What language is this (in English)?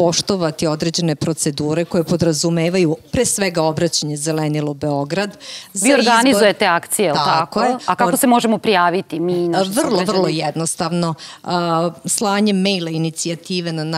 Serbian